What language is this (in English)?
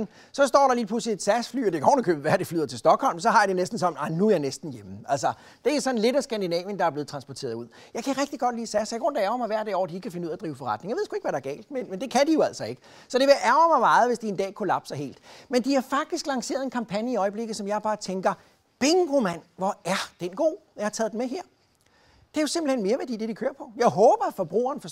Danish